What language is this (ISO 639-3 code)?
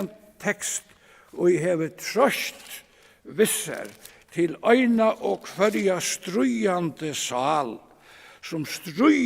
fao